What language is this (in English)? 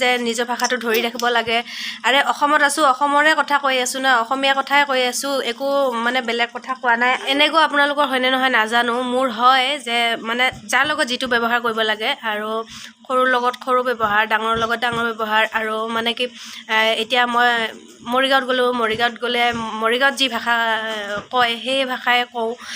Assamese